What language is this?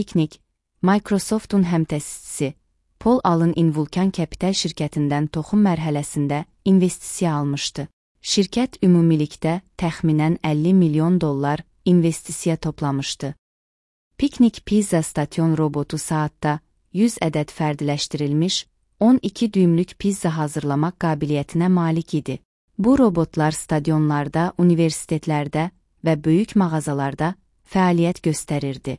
Azerbaijani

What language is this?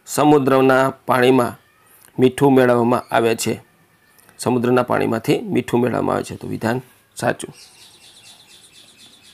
Gujarati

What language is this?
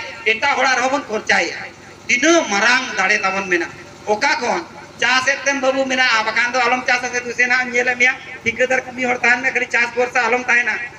Santali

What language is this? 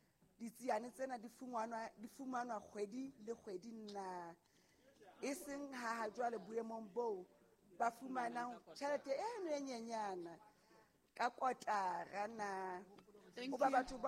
Southern Sotho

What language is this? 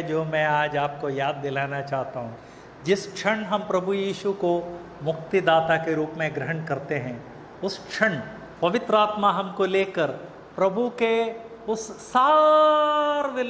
Hindi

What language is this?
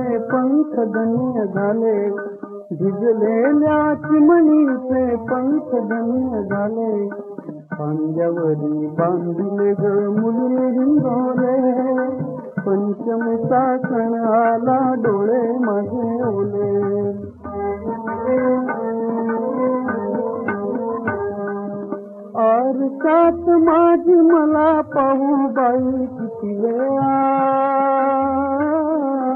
Marathi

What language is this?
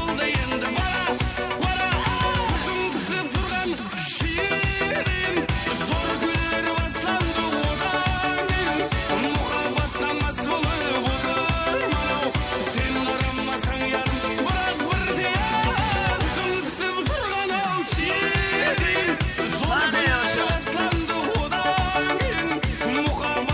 Kara-Kalpak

